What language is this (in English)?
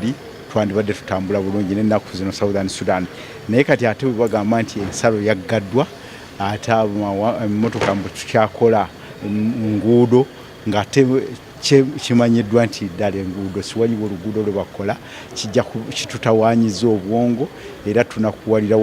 Ganda